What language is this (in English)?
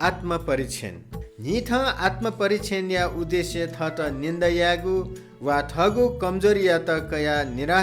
Newari